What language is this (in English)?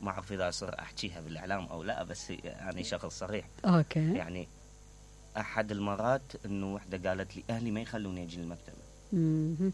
Mesopotamian Arabic